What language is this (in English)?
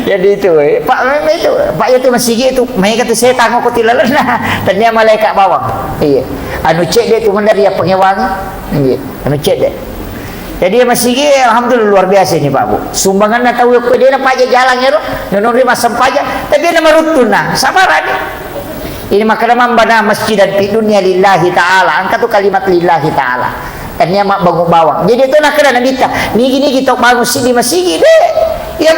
Buginese